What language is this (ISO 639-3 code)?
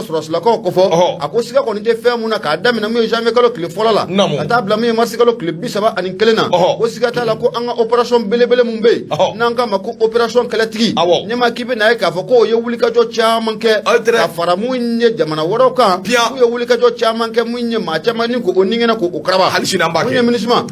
bam